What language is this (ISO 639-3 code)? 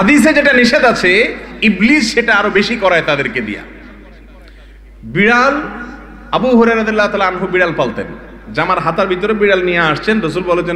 ben